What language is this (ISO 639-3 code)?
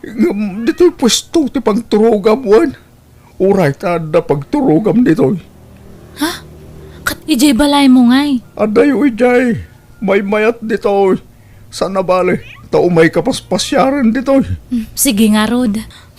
ilo